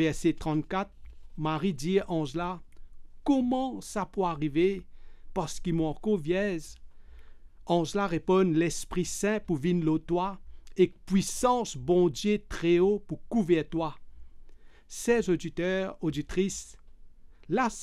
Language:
Morisyen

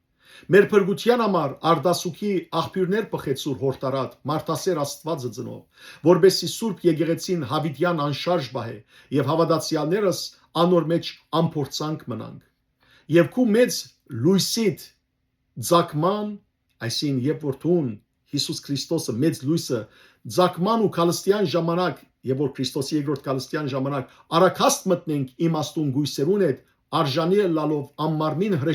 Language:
Western Armenian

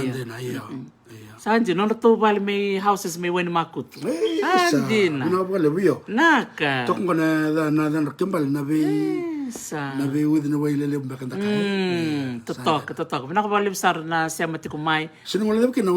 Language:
Fijian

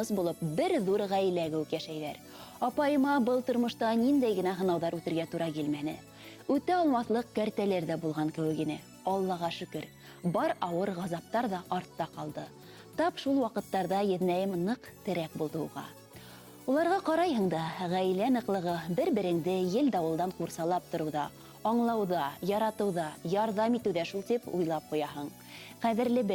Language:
Bashkir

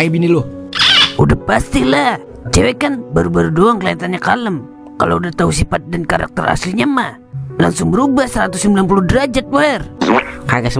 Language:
Betawi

